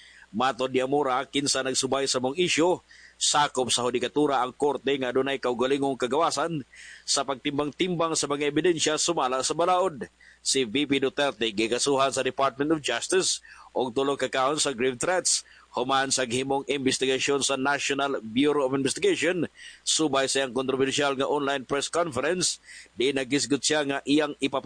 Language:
Cebuano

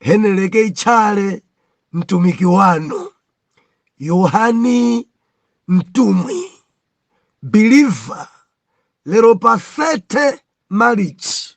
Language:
Nyanja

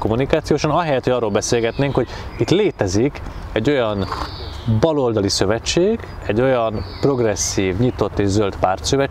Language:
Hungarian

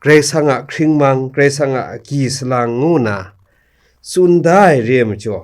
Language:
Kachin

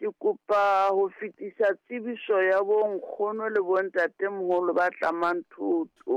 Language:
Southern Sotho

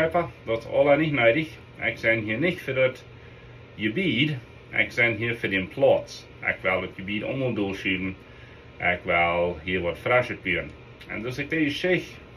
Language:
Plautdietsch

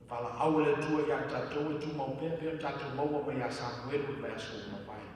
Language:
Samoan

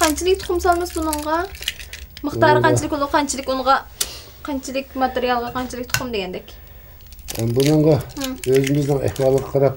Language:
Uyghur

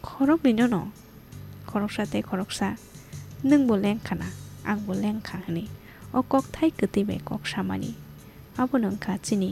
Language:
Kok Borok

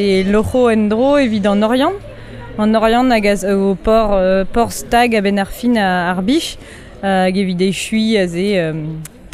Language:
Breton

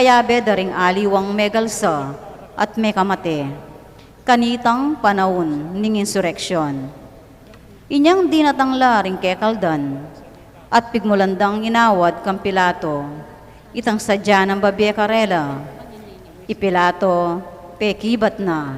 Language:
Pampanga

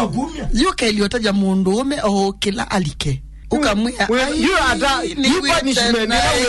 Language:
Kamba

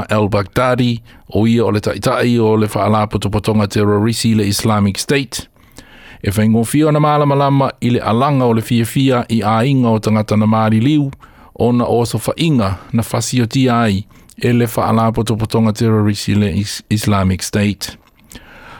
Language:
Samoan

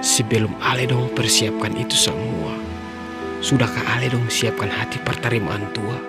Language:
Ambonese Malay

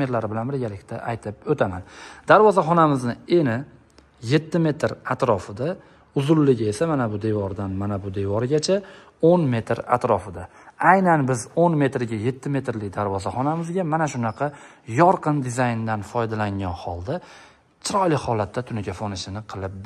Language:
Uzbek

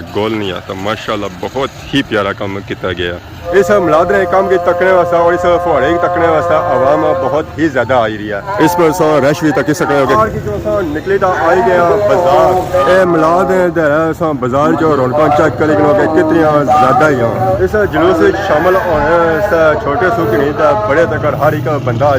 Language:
Pahari-Potwari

